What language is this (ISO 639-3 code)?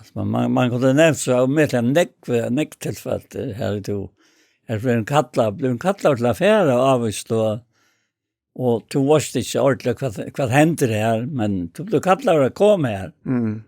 fao